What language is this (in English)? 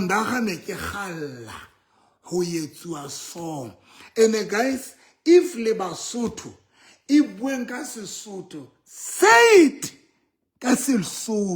Southern Sotho